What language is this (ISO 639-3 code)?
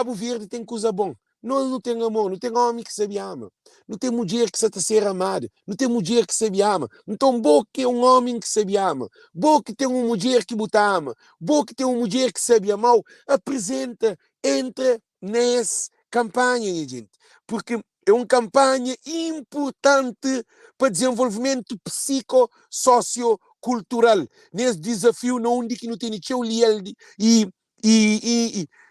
kea